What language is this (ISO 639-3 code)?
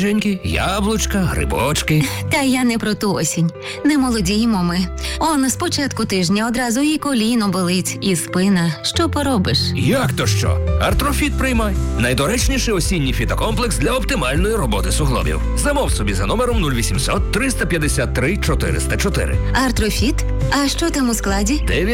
ukr